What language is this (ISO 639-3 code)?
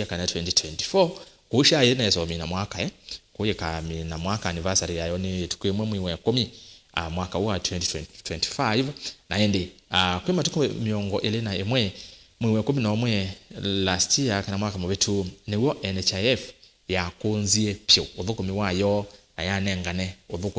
kam